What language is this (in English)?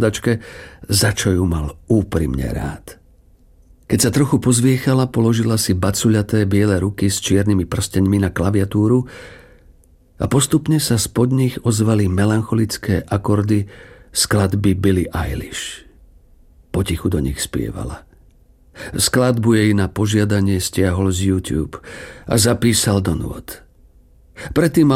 Slovak